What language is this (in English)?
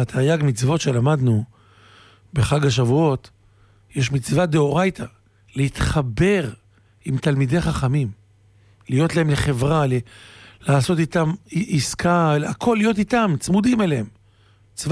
Hebrew